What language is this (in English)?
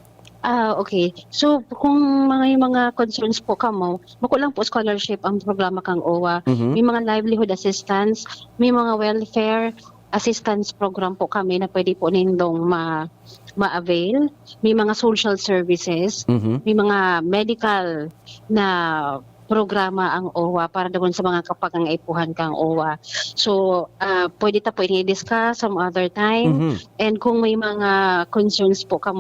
Bikol